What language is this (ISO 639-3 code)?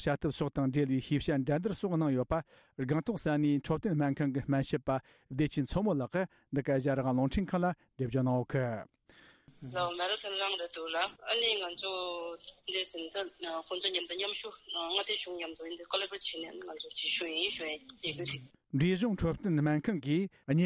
bod